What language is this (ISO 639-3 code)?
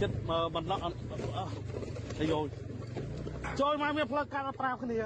khm